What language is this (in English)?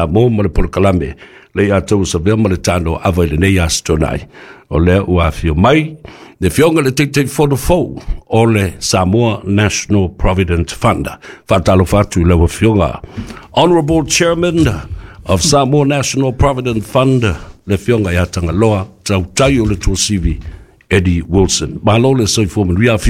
Samoan